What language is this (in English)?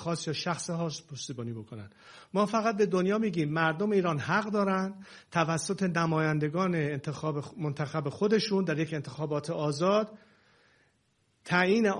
Persian